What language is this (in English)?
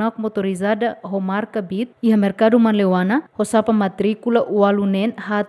Tetum